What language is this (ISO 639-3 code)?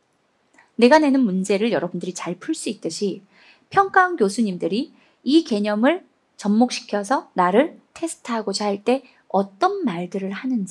kor